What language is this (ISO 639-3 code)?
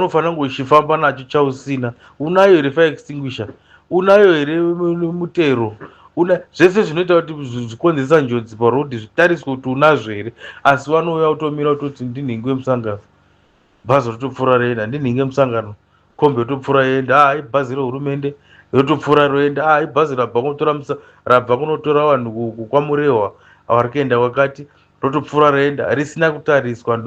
sna